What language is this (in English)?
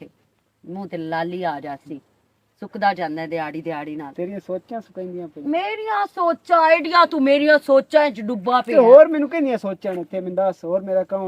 Western Panjabi